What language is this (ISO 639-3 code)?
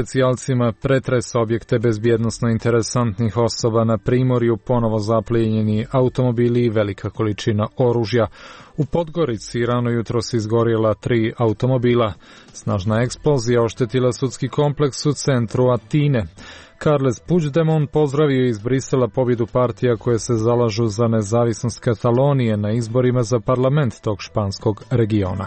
srp